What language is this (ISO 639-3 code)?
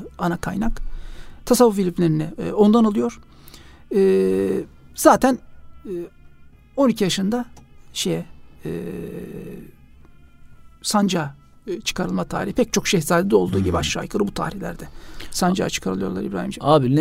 tur